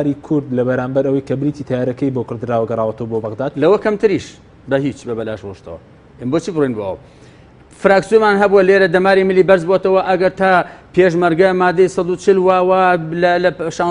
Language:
Central Kurdish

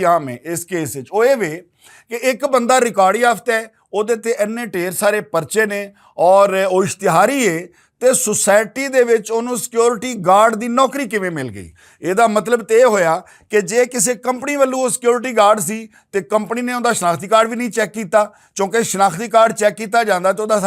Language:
Western Panjabi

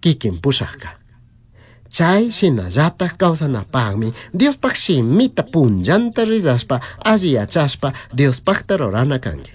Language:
Chimborazo Highland Quichua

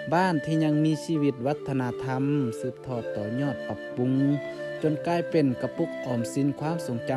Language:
Lao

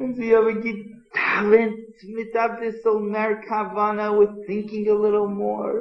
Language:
Yiddish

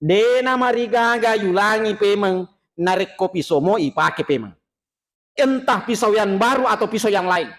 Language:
Buginese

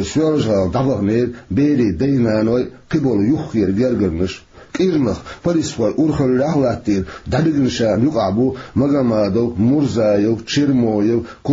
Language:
Chechen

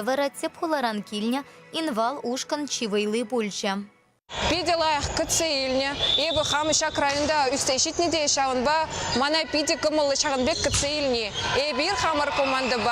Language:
Chuvash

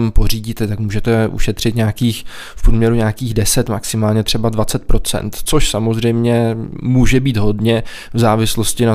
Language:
Czech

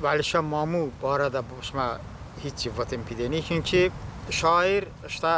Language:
Talysh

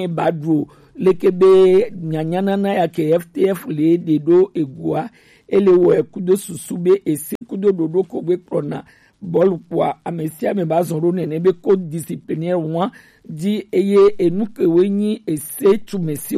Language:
Gen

